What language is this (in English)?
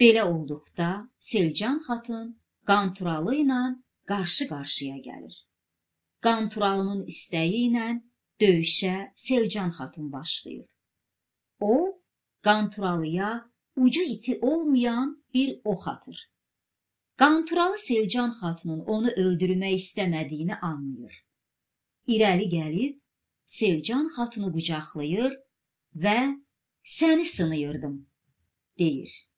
Azerbaijani